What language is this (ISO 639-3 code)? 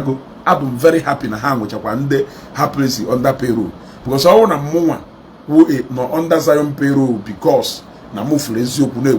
ibo